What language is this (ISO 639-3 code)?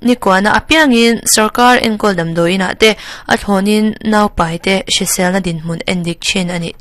lus